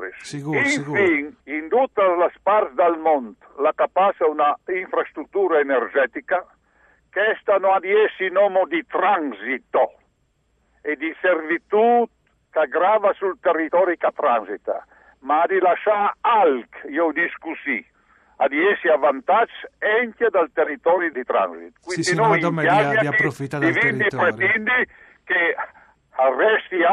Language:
Friulian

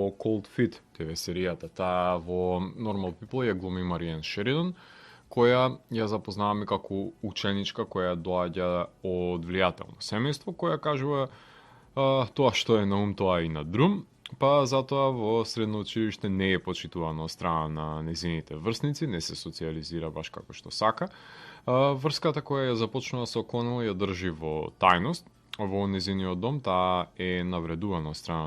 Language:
Macedonian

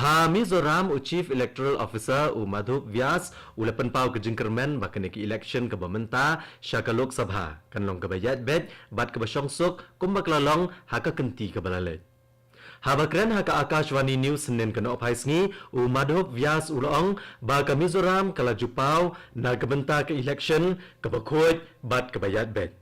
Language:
Khasi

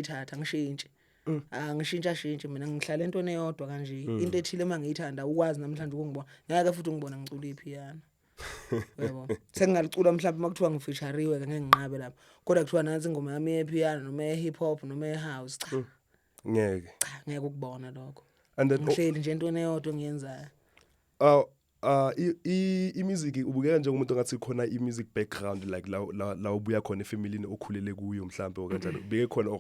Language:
Zulu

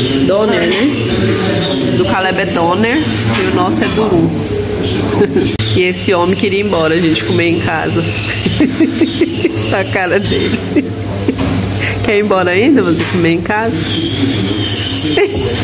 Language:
Portuguese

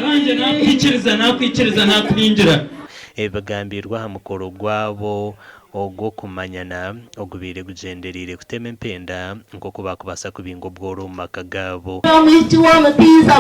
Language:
Nyankole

